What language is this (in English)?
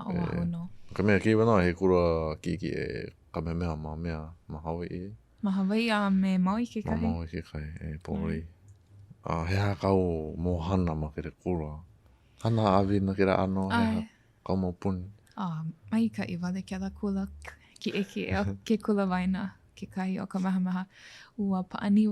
Hawaiian